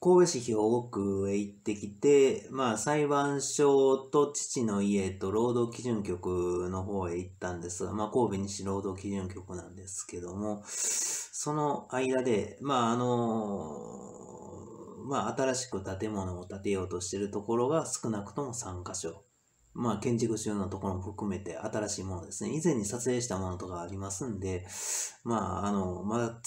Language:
Japanese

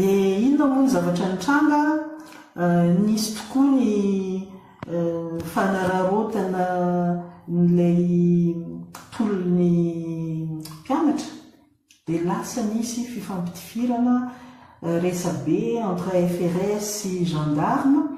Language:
Malagasy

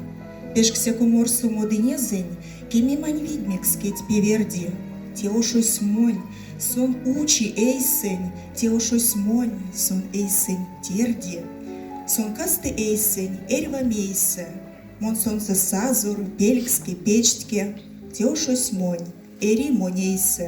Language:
Erzya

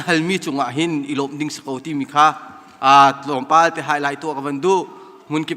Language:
Hakha Chin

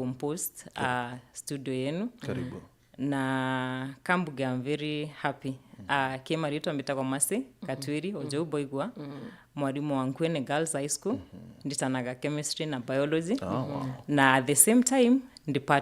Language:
Meru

